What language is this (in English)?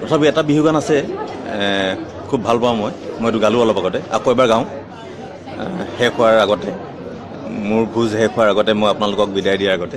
Assamese